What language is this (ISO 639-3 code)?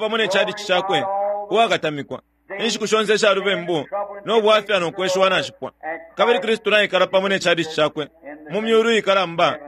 bem